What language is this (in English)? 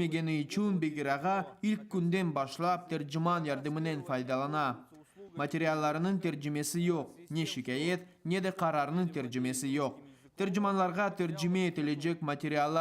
Crimean Tatar